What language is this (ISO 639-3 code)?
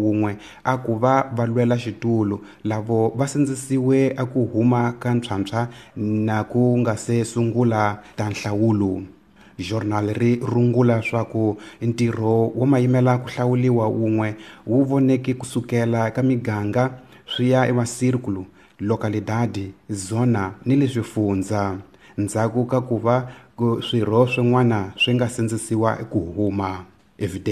tso